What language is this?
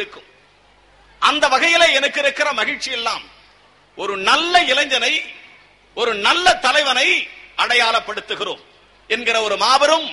Tamil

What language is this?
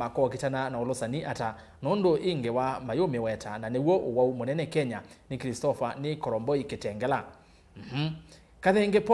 Kamba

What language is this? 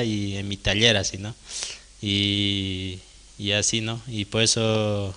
Aymara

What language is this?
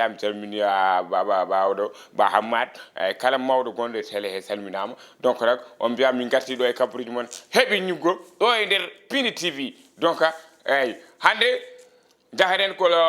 Fula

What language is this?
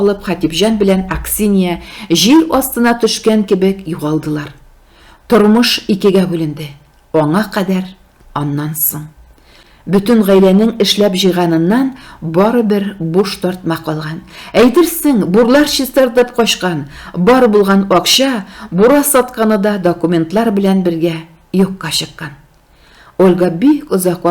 Tatar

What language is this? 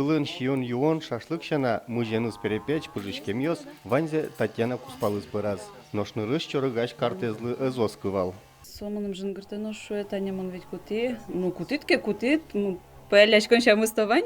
Udmurt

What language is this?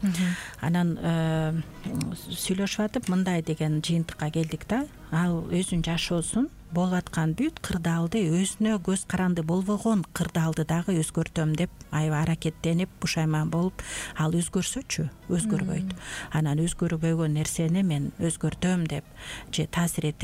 Kyrgyz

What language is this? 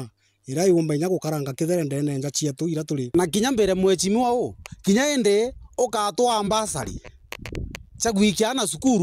Meru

